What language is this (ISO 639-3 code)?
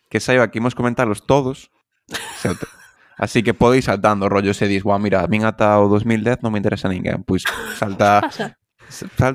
glg